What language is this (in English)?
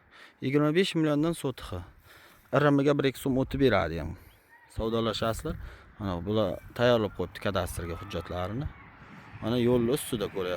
Uzbek